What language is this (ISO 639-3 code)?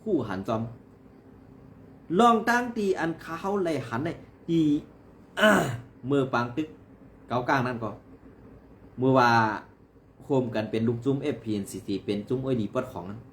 shn